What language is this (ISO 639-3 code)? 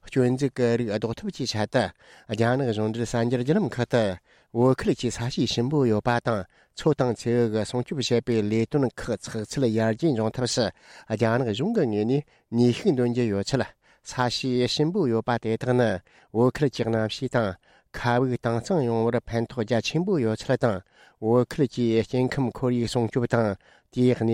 bod